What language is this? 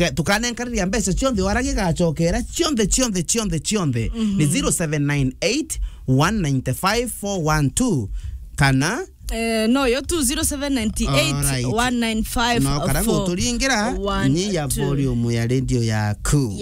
Meru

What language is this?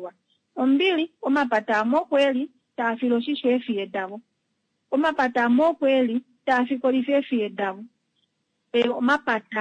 Kuanyama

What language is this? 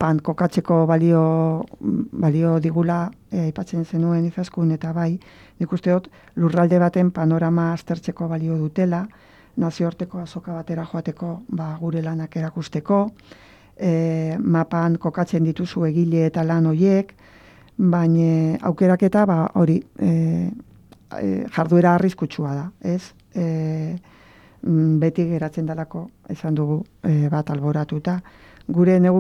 Basque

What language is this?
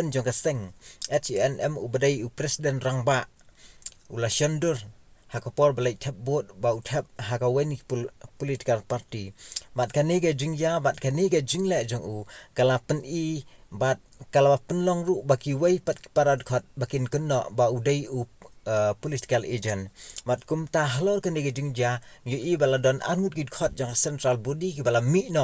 Khasi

